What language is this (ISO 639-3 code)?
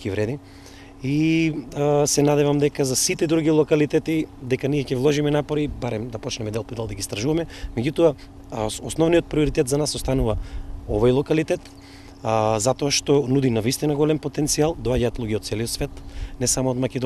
mkd